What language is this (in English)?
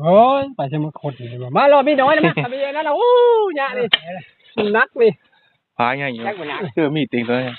Northeastern Thai